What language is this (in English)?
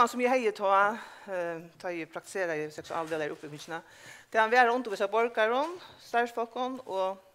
Faroese